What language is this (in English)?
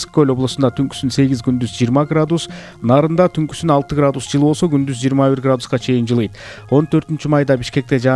Kyrgyz